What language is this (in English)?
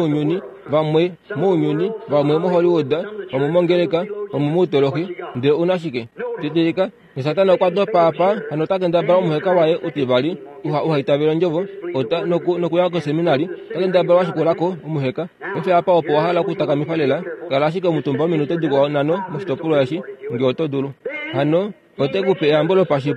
Kuanyama